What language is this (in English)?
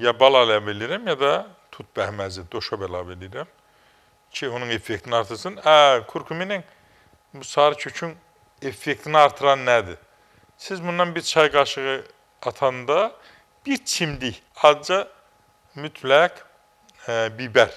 Azerbaijani